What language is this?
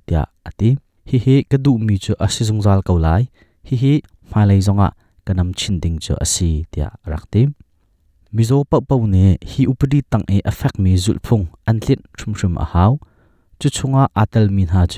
Hakha Chin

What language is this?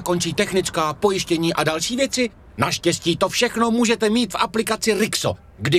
Czech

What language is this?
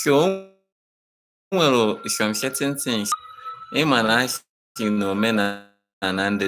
Igbo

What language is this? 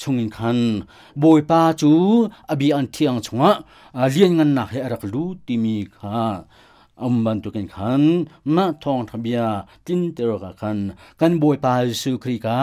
Hakha Chin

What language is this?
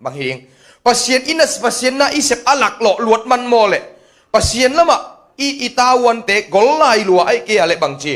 Tedim Chin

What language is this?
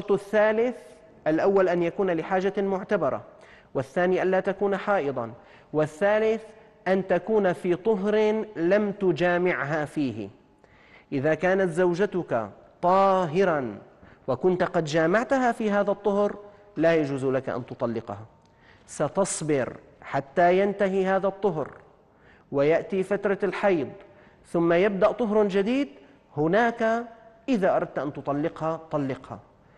Arabic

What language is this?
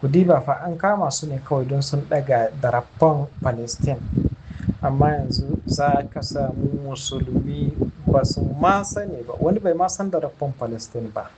Hausa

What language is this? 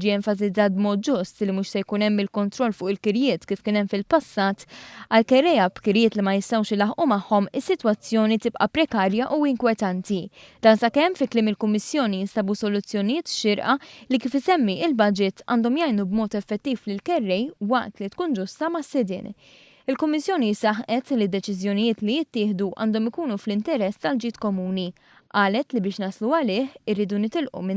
Maltese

